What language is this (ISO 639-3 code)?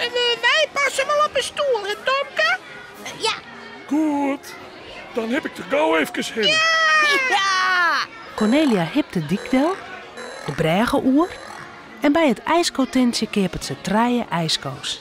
fry